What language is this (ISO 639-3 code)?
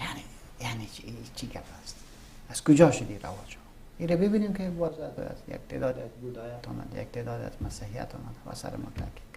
fas